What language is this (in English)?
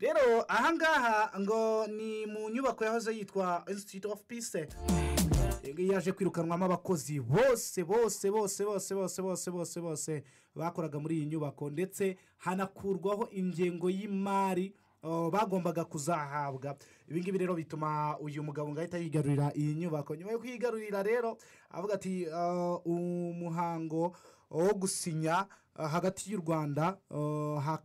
Kinyarwanda